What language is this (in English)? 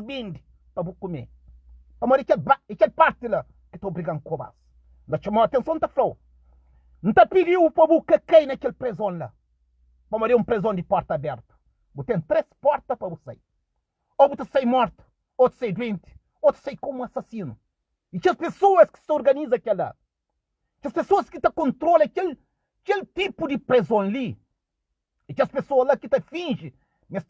Kabuverdianu